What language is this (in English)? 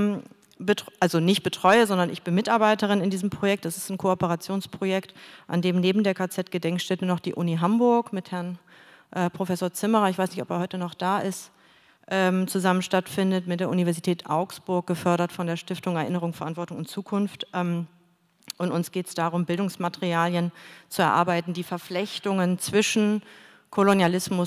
German